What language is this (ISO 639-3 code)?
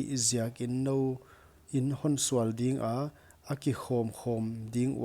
pck